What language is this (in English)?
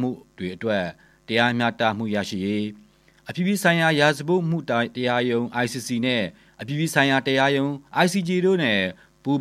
Burmese